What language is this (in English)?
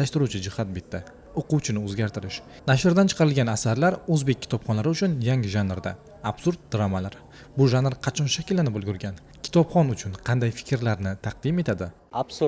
Uzbek